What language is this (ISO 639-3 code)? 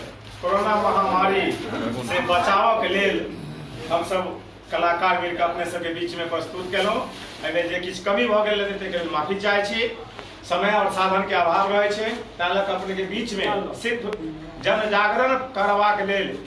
mai